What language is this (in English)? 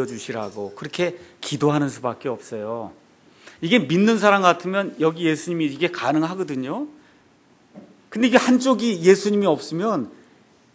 Korean